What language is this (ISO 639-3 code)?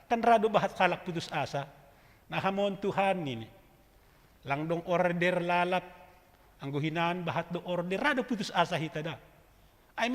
bts